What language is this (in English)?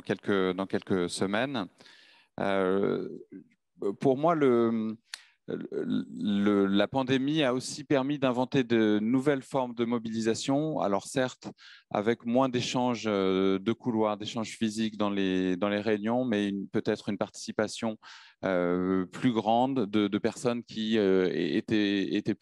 French